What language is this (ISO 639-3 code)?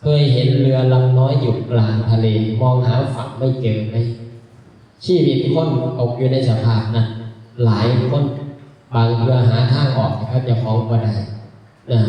tts